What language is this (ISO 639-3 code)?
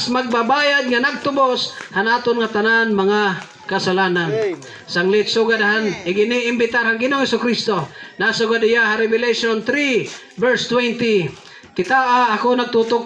war